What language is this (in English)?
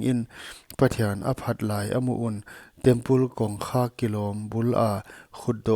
Paite Chin